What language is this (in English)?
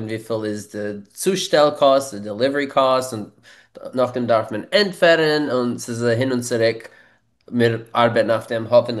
Yiddish